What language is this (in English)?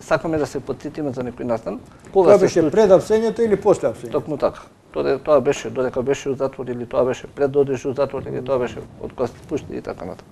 Macedonian